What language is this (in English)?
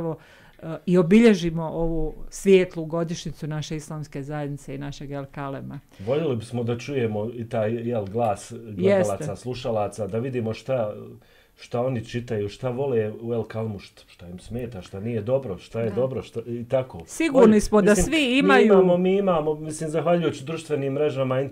Bosnian